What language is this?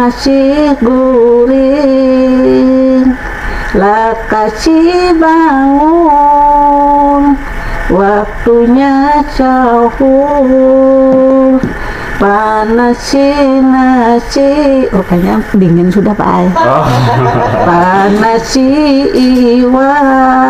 Banjar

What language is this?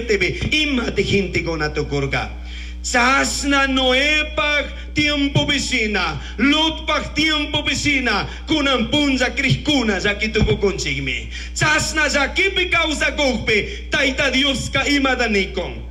Chimborazo Highland Quichua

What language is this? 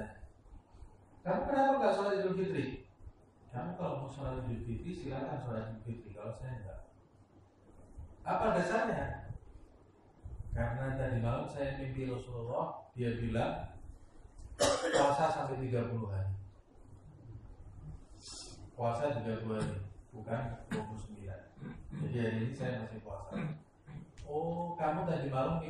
Indonesian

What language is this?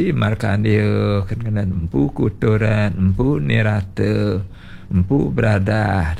Balinese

